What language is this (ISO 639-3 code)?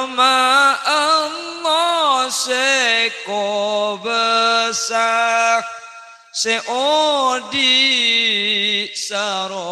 mad